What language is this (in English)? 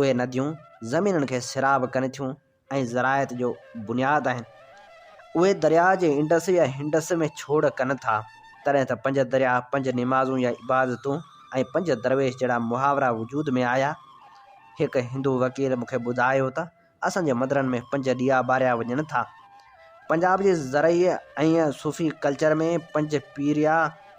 Sindhi